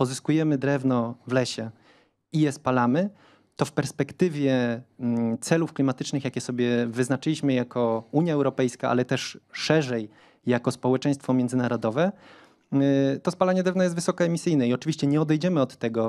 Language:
Polish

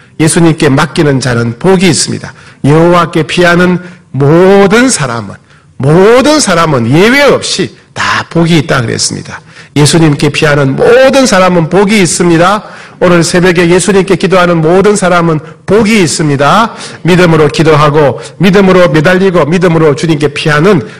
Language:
Korean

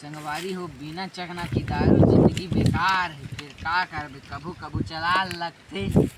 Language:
Chhattisgarhi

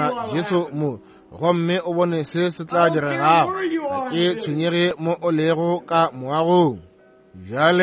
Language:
Northern Sotho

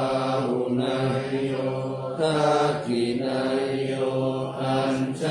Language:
Pali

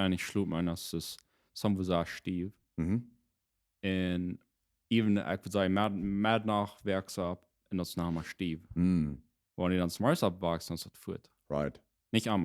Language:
Plautdietsch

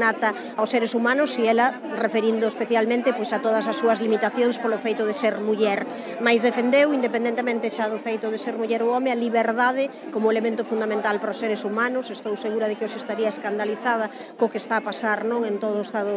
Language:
Galician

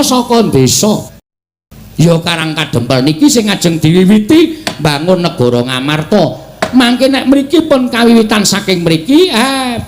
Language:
Javanese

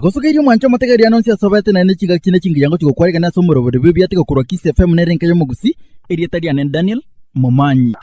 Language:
Gusii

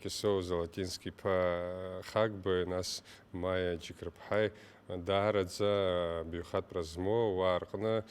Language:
Abkhazian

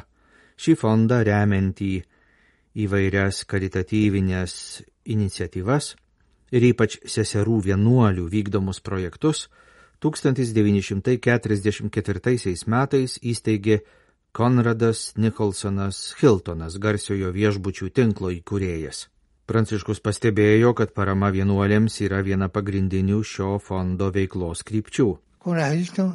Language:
Lithuanian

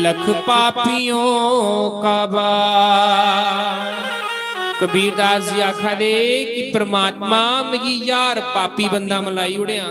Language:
Dogri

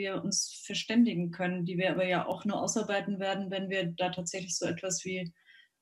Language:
German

